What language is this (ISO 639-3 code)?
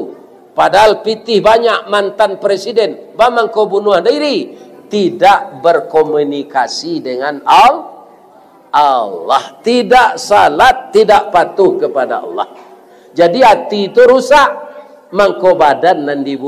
min